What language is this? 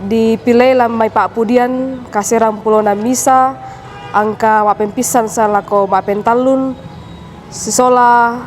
Toraja-Sa'dan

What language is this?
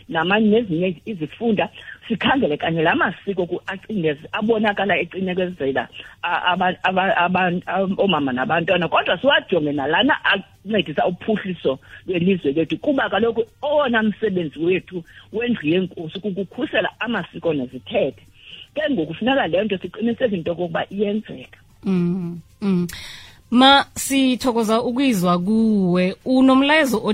Xhosa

